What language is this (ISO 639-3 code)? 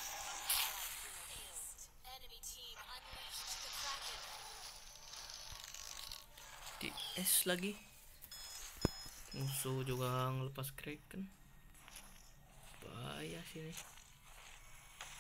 ind